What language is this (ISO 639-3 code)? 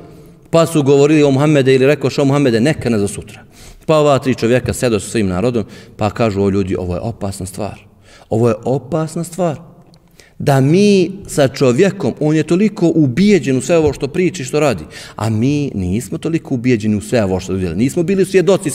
bos